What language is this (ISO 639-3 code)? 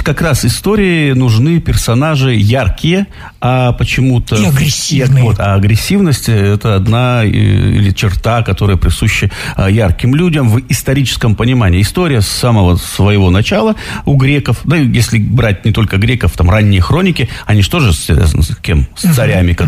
rus